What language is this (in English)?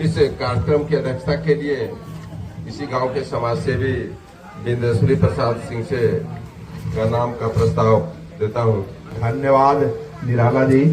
Magahi